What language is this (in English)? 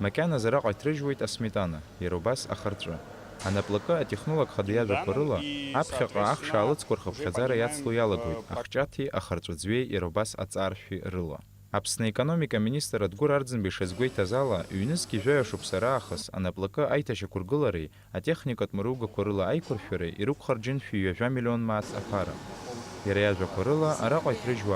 Abkhazian